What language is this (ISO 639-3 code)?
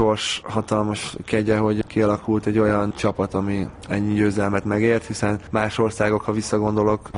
hun